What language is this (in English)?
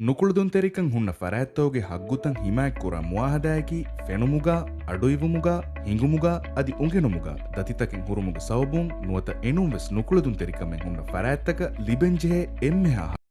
Divehi